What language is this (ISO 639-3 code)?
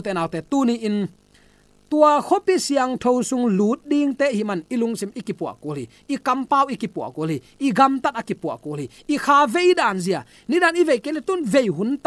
ctd